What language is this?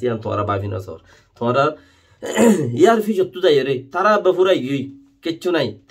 Rohingya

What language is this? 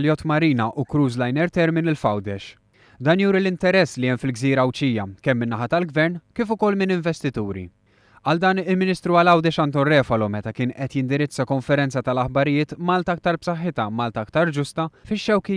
Maltese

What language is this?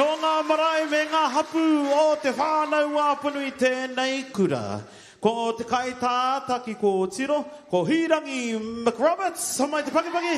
Māori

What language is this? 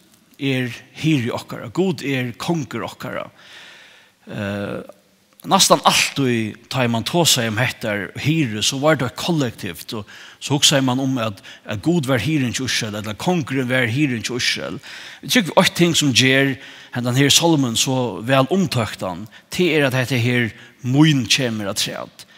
Faroese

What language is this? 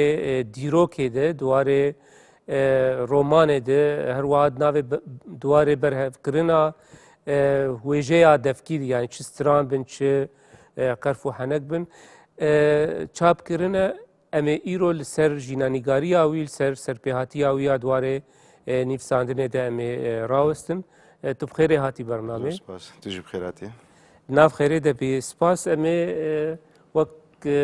Kurdish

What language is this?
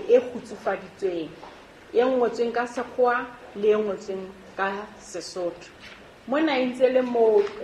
Southern Sotho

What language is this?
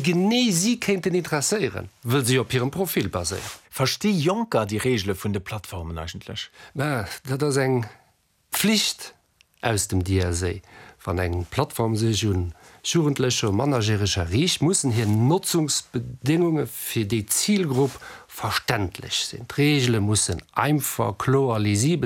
Luxembourgish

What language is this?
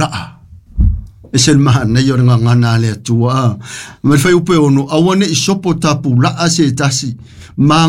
Samoan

